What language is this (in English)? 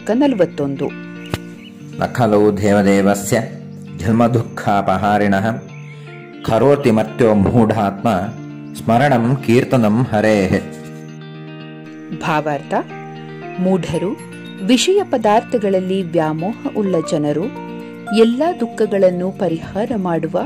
Kannada